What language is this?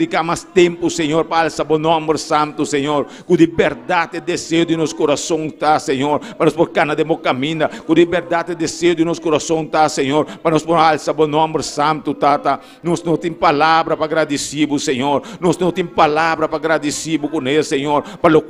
Papiamento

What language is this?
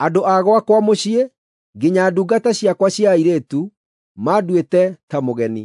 Kikuyu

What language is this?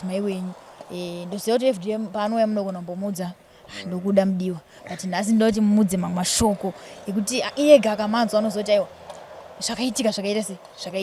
Shona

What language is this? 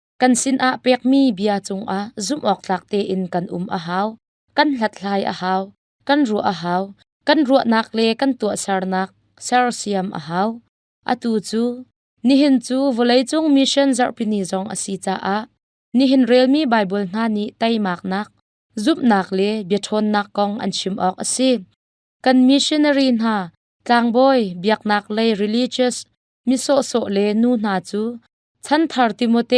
Hakha Chin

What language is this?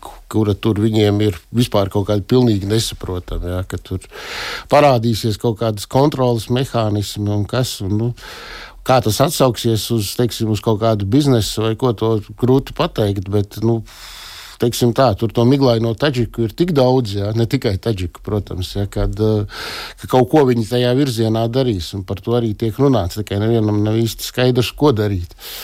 Latvian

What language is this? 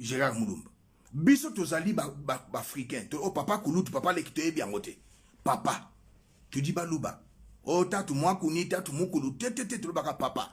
Lingala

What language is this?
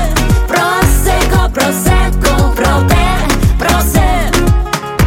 Ukrainian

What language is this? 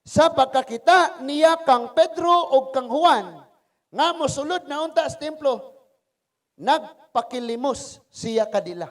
Cebuano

